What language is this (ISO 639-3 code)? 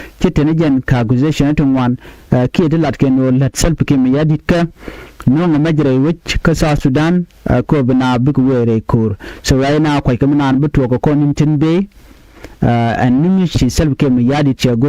nus